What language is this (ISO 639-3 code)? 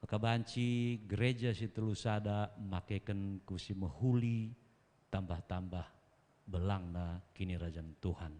btx